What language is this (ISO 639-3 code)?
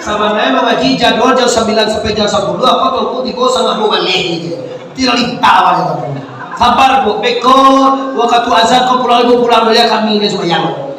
min